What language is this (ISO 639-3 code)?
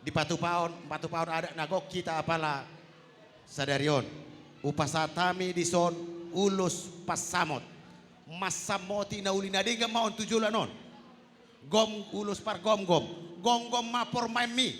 bbc